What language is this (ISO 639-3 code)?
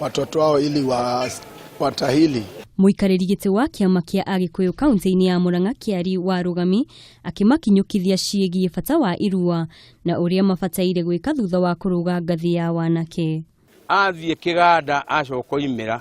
kik